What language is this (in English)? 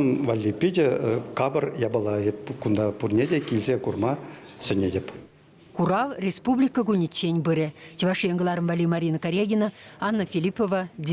Chuvash